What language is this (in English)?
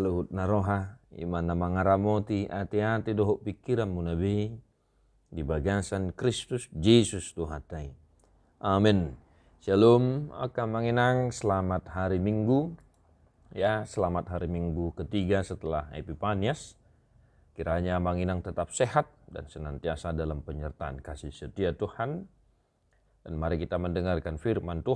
Batak Toba